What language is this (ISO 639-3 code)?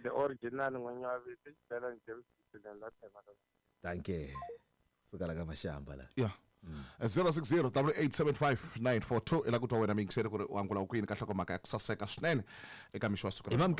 tso